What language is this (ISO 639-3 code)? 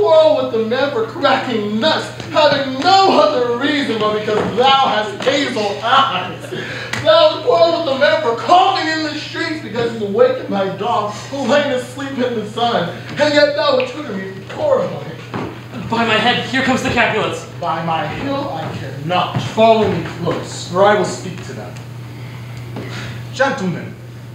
eng